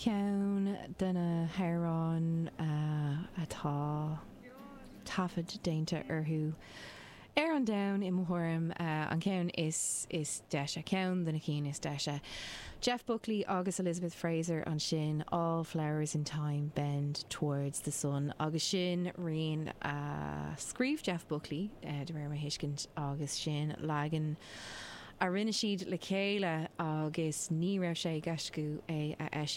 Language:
Irish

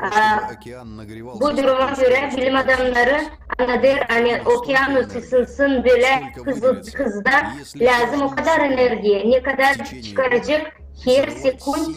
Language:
Gagauz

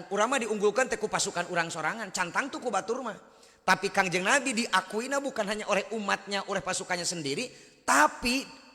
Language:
Sundanese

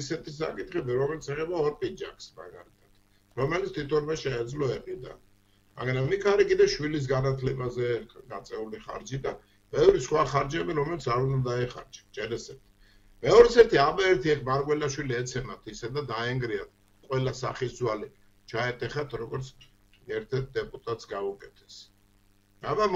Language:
Georgian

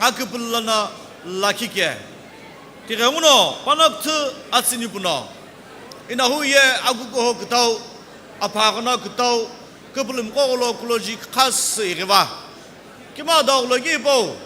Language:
Sumi Naga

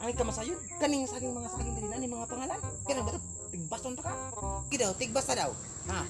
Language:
Cebuano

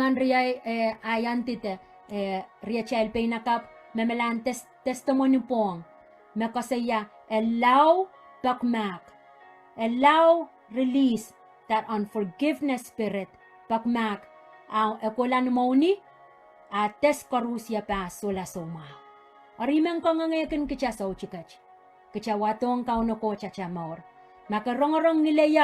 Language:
Pohnpeian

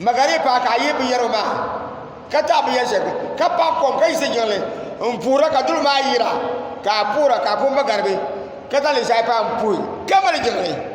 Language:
Dagbani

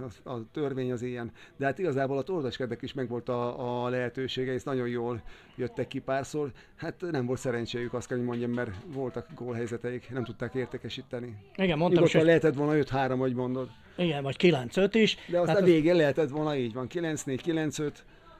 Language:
Hungarian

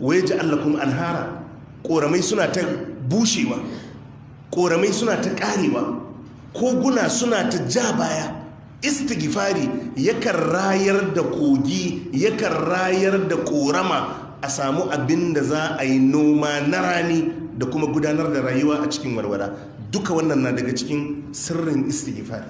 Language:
Hausa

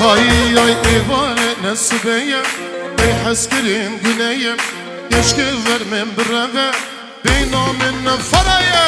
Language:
Kurdish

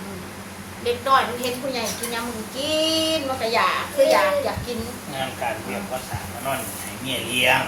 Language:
Northeastern Thai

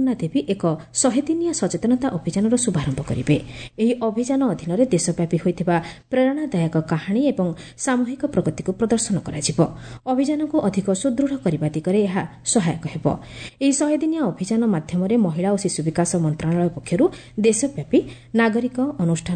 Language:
Odia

